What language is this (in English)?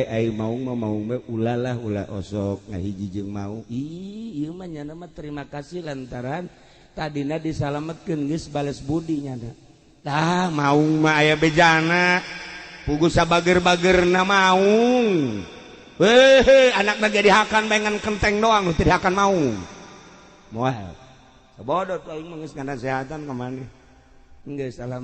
Sundanese